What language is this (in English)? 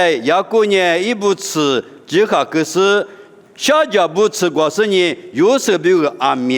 Lisu